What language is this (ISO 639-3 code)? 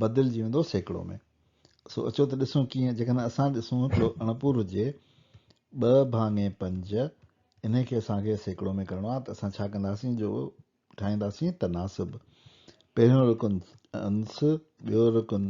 snd